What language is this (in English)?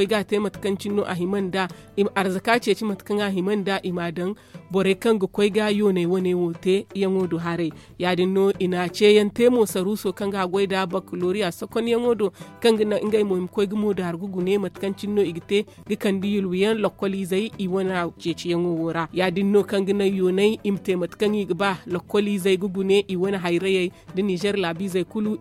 Zarma